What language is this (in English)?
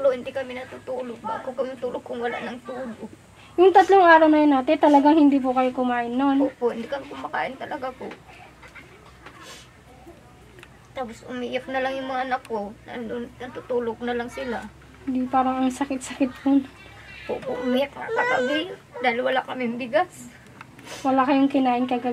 Filipino